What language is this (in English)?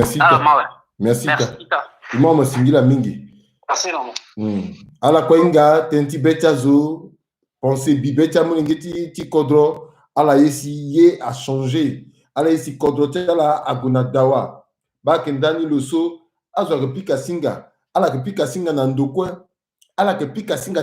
Sango